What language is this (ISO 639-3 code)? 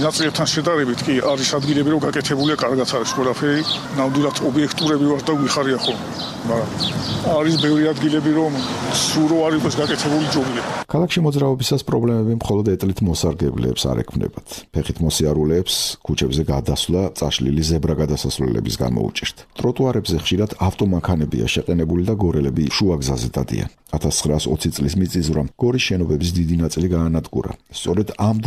kat